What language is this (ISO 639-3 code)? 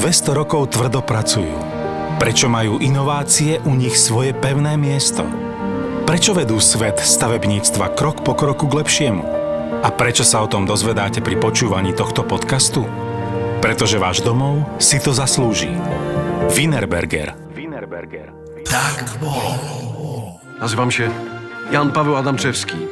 slk